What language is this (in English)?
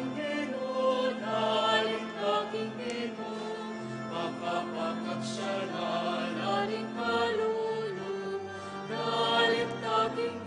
Pampanga